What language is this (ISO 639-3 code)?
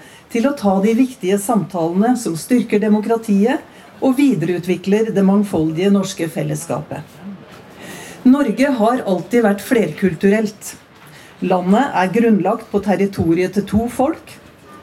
nor